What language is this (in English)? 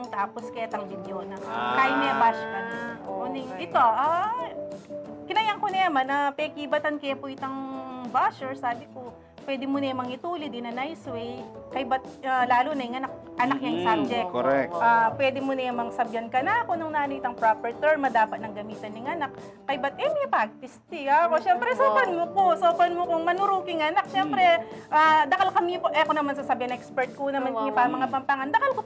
Pampanga